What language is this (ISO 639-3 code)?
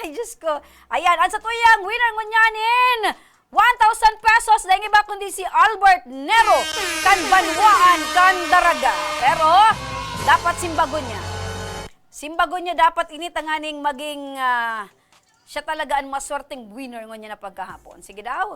bik